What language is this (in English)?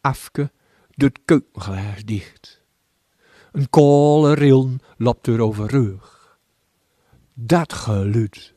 Gronings